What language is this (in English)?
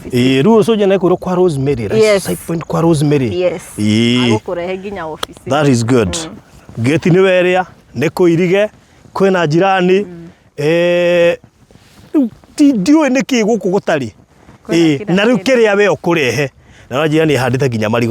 Kikuyu